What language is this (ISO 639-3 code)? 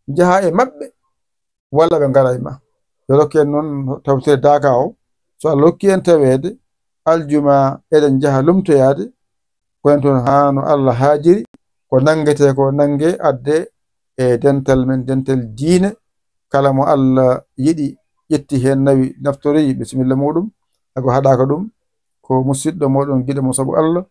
ful